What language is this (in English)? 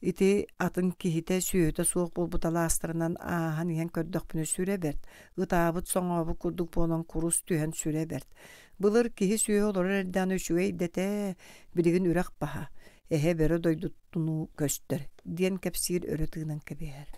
Yakut